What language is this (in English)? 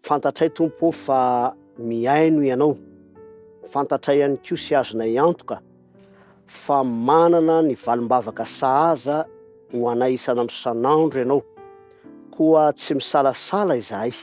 Malagasy